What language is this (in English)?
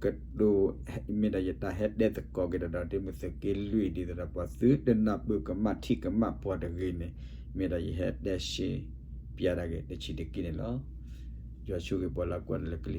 S'gaw Karen